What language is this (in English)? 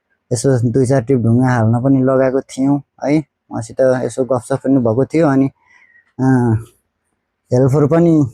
Nepali